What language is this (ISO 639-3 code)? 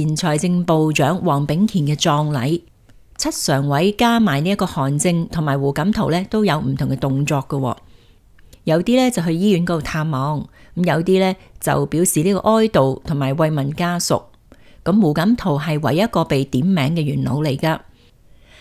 yue